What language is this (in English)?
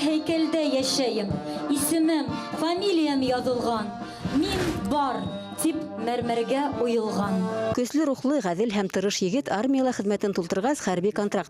Bashkir